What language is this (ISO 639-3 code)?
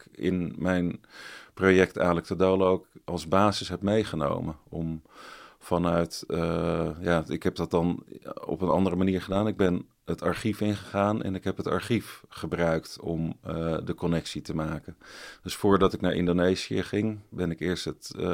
nld